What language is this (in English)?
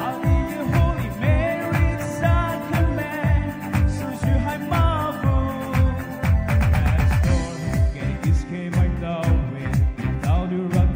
Poumei Naga